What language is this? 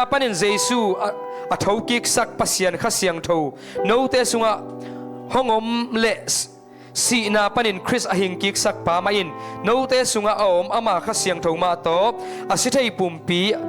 Tedim Chin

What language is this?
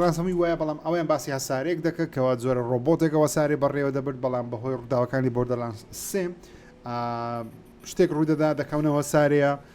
Central Kurdish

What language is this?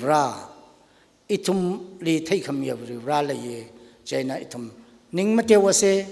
Tangkhul Naga (India)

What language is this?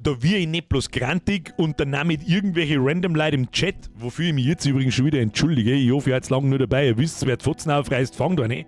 Bavarian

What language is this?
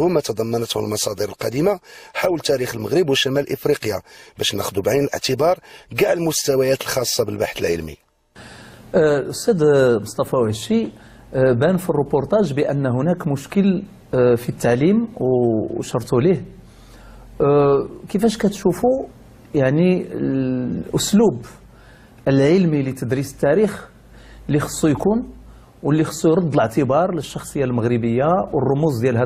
Moroccan Arabic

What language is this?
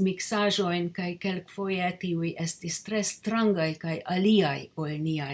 Esperanto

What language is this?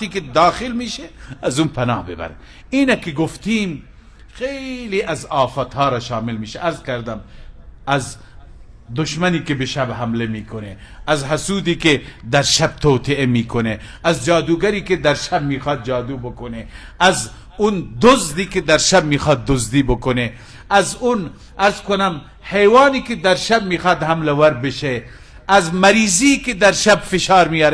Persian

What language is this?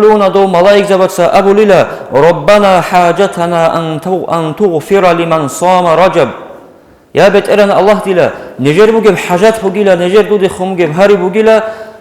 Avaric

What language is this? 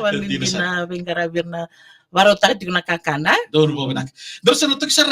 Fijian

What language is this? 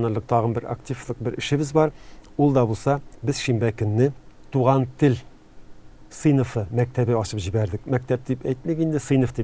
Tatar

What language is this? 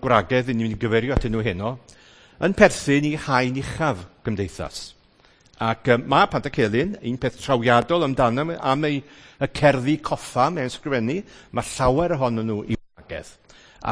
Welsh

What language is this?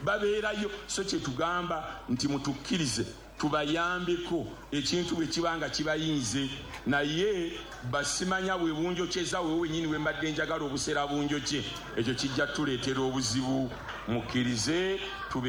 Ganda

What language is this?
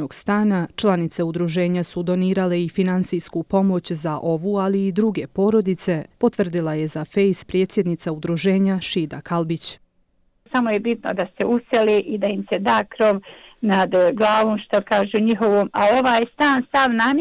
Bosnian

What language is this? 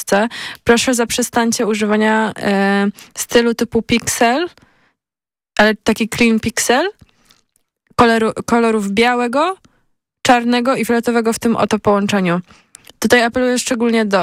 Polish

